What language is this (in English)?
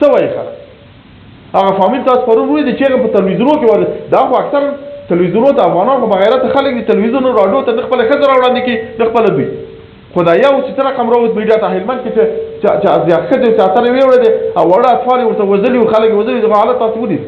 Pashto